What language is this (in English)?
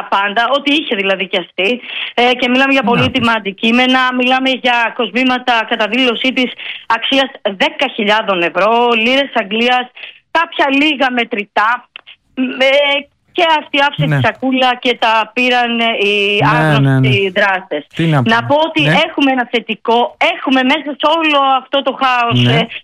Greek